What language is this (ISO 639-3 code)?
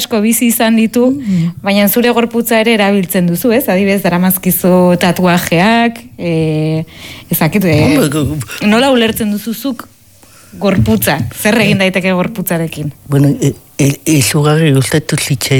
eus